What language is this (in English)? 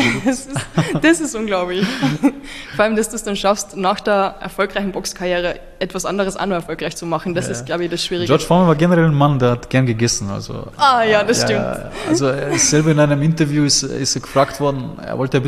German